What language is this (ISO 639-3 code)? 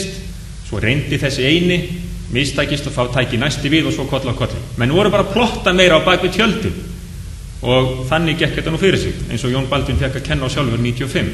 isl